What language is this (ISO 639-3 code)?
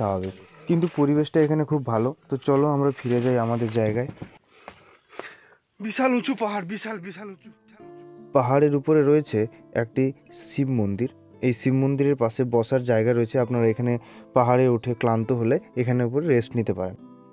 ben